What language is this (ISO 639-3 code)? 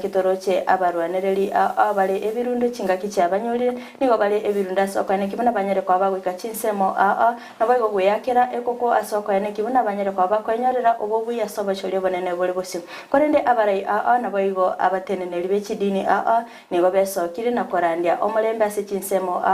guz